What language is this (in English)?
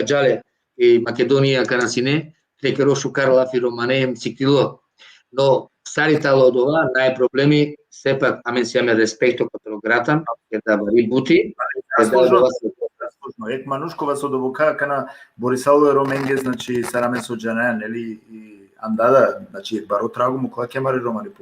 Balkan Romani